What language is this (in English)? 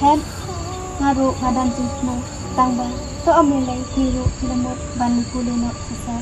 Khasi